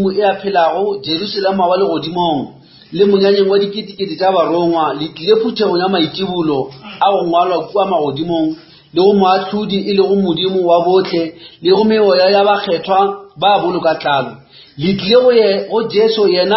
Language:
Northern Sotho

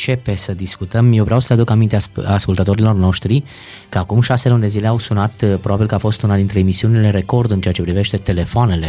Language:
Romanian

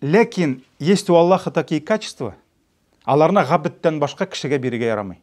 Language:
Tatar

